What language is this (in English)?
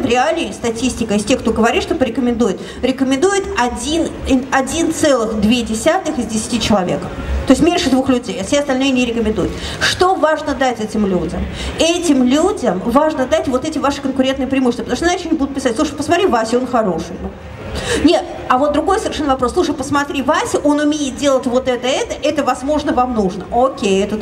Russian